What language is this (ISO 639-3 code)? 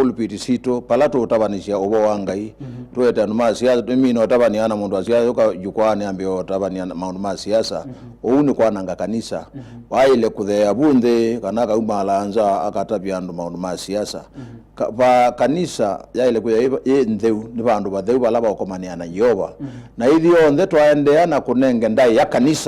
kam